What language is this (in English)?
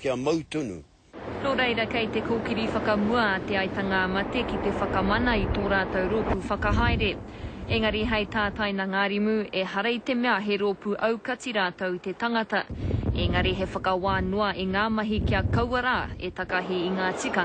Māori